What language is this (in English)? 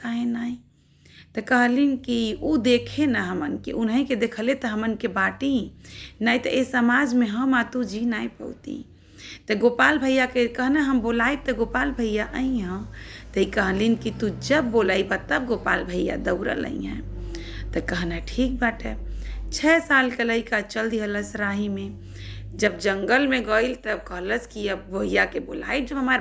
Bhojpuri